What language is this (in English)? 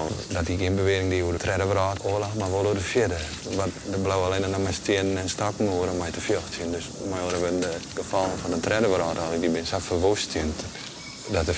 Western Frisian